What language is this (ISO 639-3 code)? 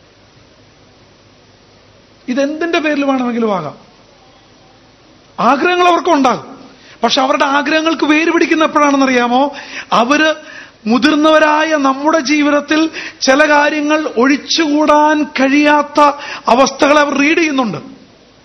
mal